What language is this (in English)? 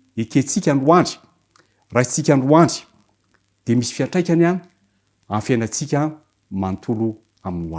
Malagasy